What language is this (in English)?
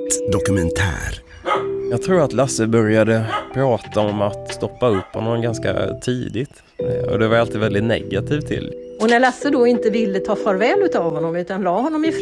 Swedish